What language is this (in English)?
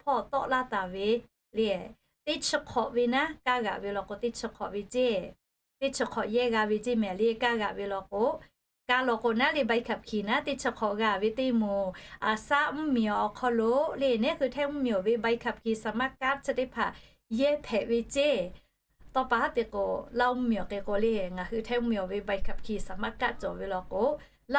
Lahu